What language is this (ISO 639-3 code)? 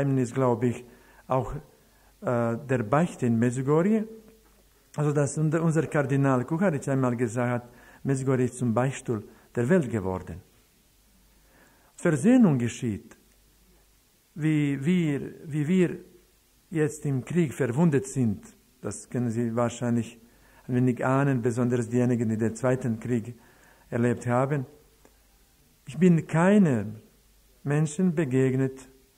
deu